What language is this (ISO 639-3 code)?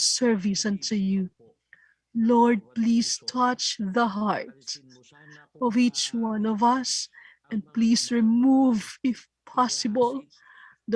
ewe